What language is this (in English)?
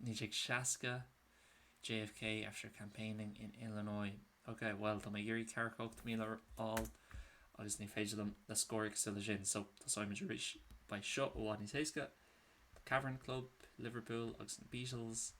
Irish